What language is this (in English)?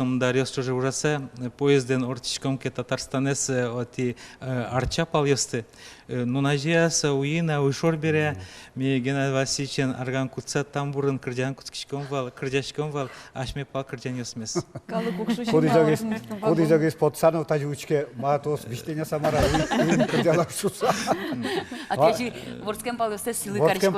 Udmurt